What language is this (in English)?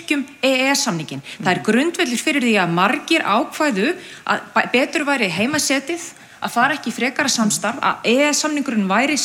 Icelandic